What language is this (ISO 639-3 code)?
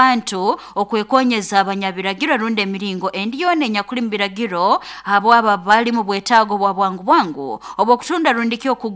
nyo